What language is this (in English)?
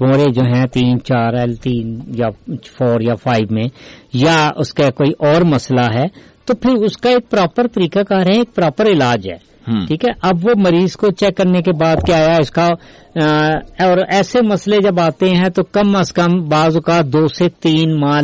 Urdu